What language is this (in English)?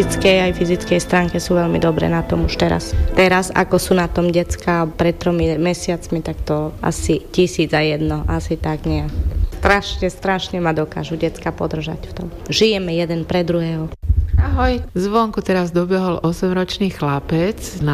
Slovak